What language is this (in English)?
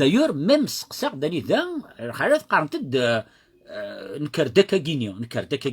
Kabyle